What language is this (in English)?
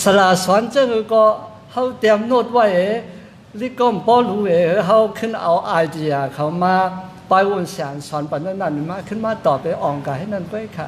Shan